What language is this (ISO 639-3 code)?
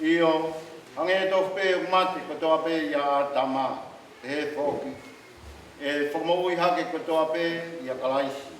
ton